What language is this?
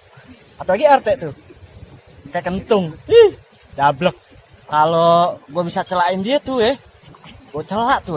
Betawi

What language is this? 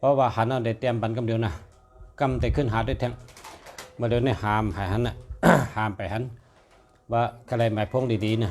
Shan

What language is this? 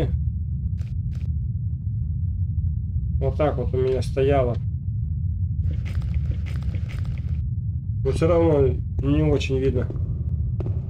Russian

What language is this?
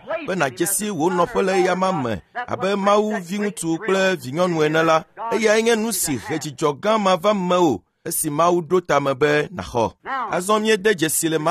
Ewe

